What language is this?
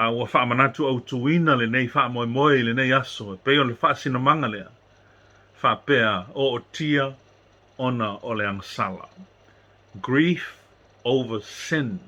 Samoan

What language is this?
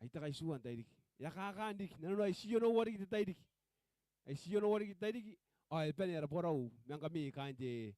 Gilbertese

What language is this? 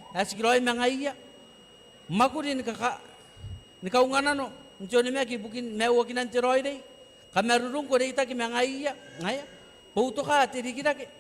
Gilbertese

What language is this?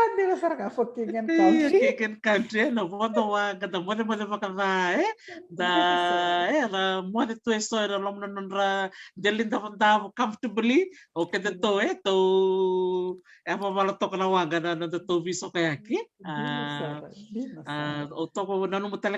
Fijian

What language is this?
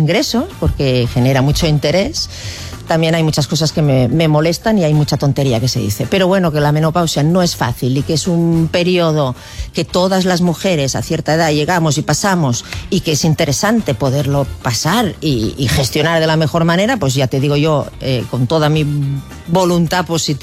Spanish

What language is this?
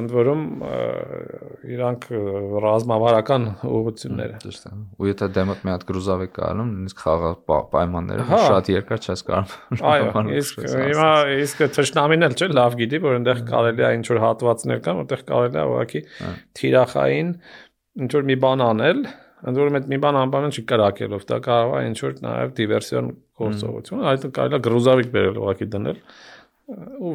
Armenian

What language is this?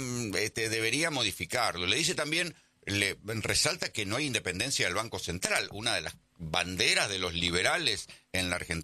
Spanish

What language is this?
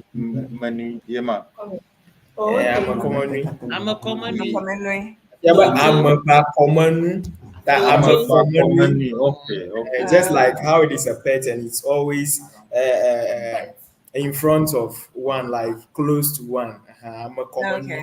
Ewe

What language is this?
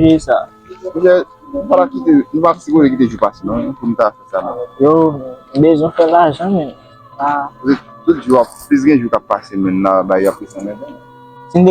Haitian Creole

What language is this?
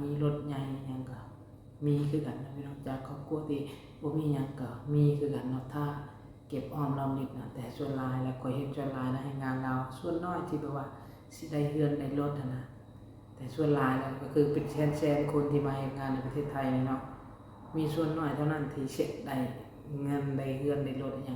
Lao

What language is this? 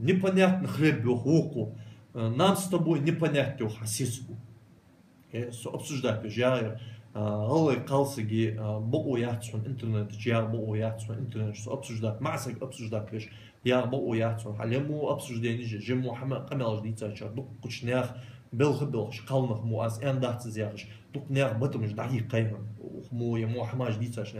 Ingush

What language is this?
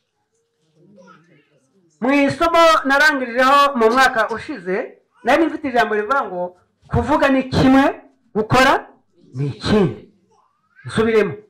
Kinyarwanda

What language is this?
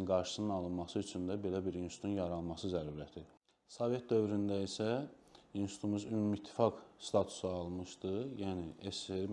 Azerbaijani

